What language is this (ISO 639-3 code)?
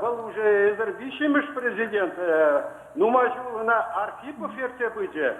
chv